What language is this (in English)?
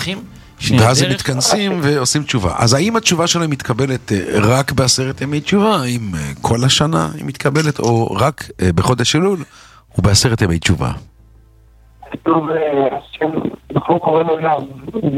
Hebrew